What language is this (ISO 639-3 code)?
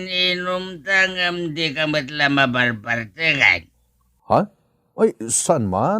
ilo